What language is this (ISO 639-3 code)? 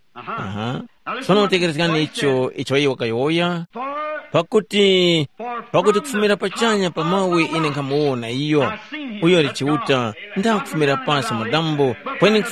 tum